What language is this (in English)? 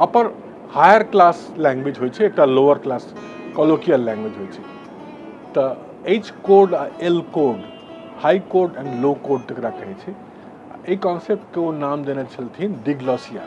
Maithili